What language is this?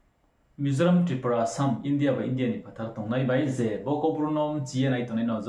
Riang (India)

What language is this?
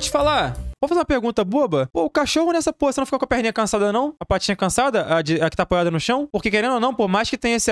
Portuguese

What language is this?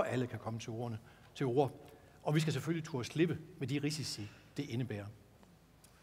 Danish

